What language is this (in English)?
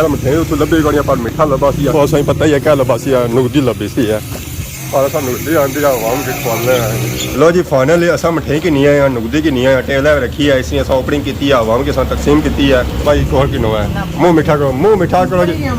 Pahari-Potwari